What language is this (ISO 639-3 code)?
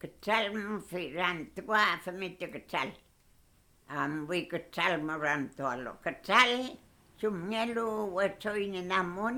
arn